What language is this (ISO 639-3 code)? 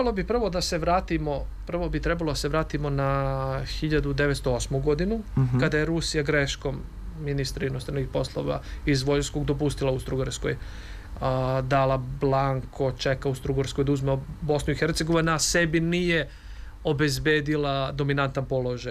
srp